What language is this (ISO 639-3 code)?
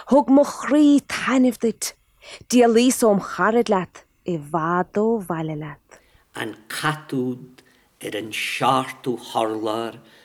gle